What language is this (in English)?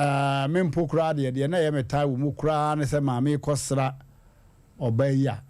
Akan